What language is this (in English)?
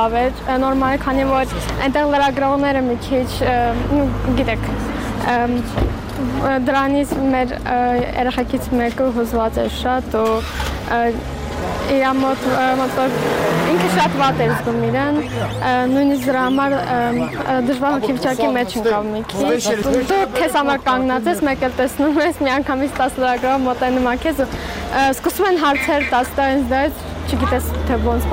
Armenian